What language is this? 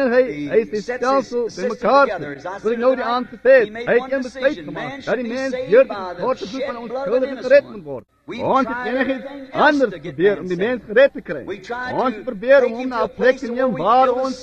Afrikaans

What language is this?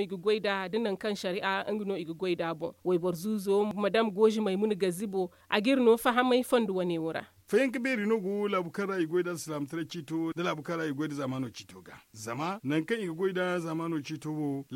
Zarma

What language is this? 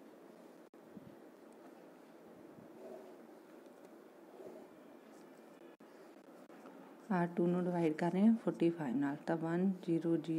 Punjabi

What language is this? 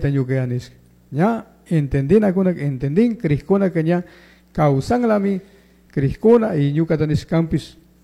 Chimborazo Highland Quichua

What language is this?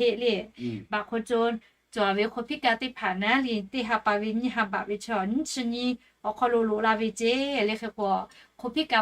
Lahu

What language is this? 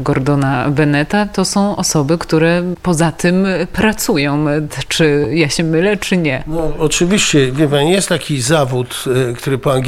Polish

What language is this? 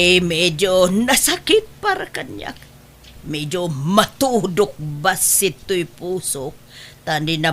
Iloko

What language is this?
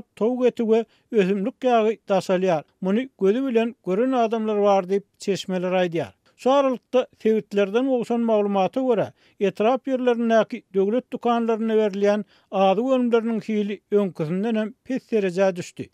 Turkmen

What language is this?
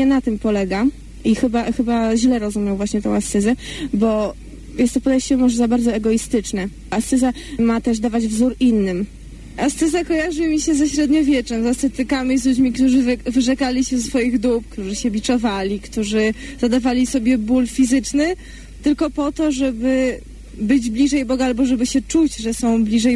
Polish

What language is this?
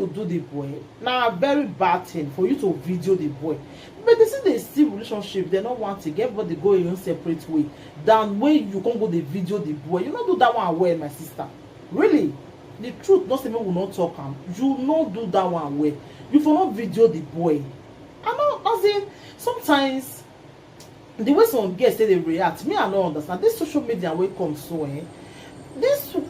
Nigerian Pidgin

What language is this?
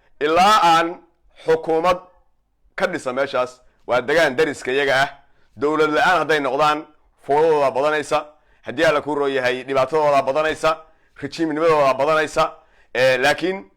Somali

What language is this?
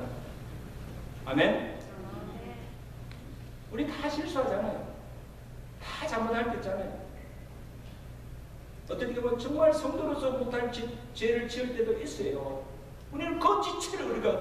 Korean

